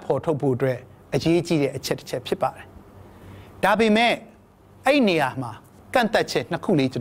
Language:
Burmese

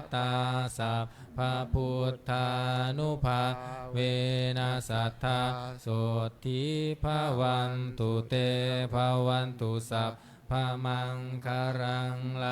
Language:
Pali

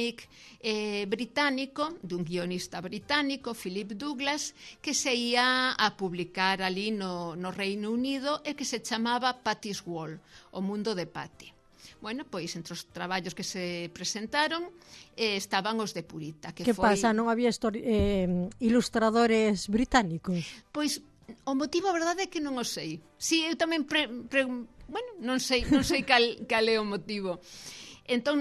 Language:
Galician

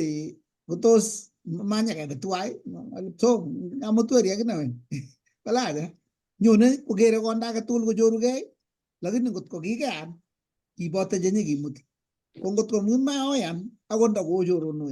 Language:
Kalenjin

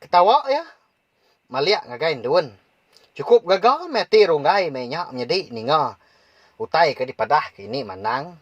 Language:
Iban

